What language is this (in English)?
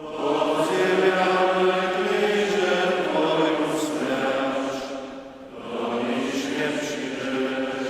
Upper Sorbian